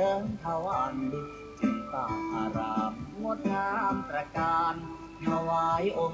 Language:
Pali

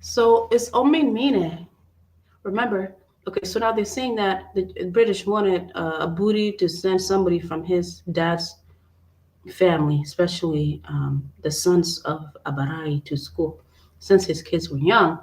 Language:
Acoli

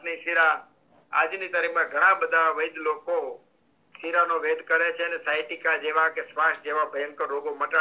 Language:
Gujarati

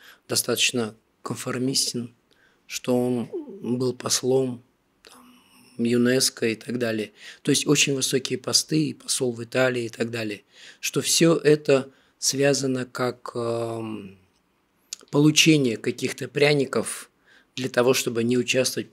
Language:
Russian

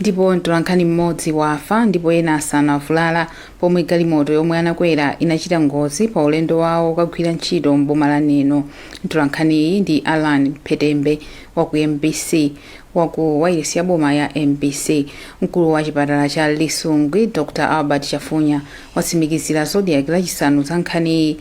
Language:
Nyanja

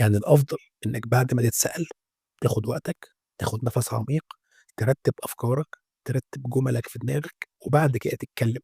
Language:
Egyptian Arabic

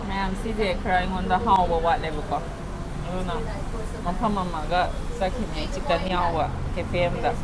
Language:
Manipuri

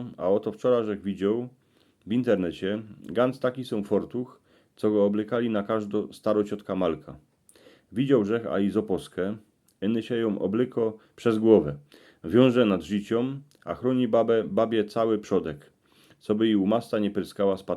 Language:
Silesian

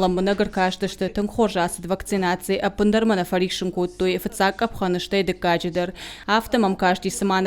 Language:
Ossetic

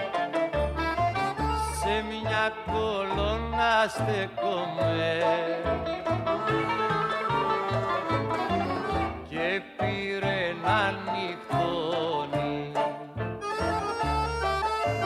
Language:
Greek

